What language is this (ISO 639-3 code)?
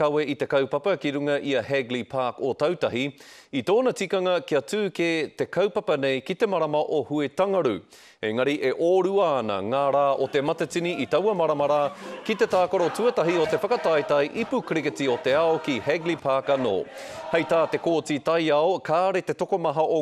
mri